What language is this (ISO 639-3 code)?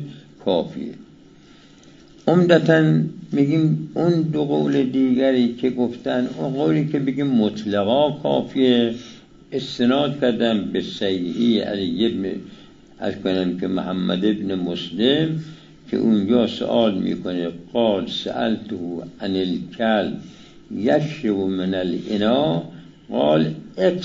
fas